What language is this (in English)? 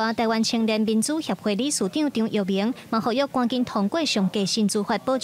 Min Nan Chinese